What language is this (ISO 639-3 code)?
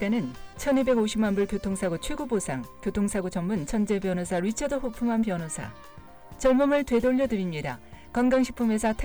kor